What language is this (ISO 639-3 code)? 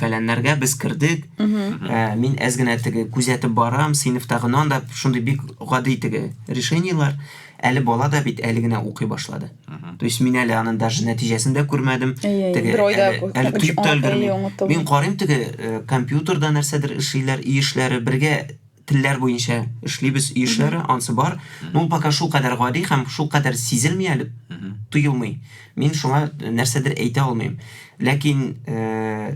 tat